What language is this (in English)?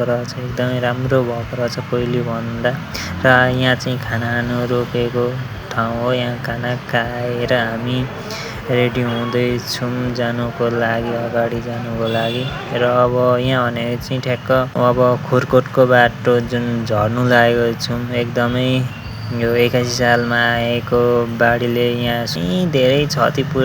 Nepali